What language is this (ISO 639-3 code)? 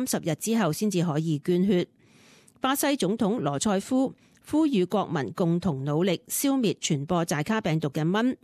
yue